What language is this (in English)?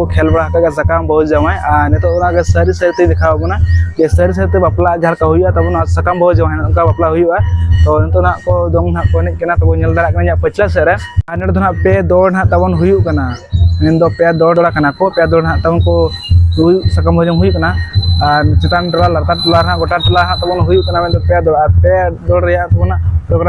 Santali